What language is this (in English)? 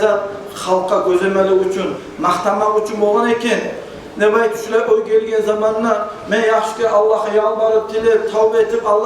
Kumyk